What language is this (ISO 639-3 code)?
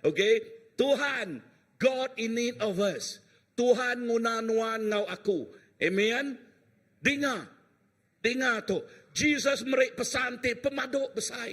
iba